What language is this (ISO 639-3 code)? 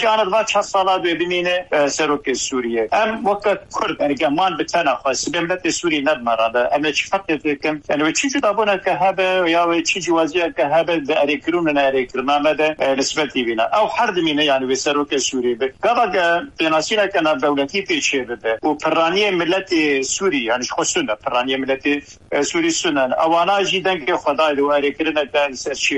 kur